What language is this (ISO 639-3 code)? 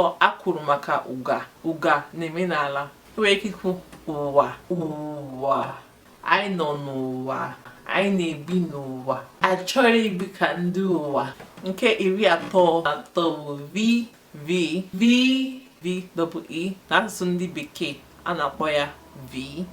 ibo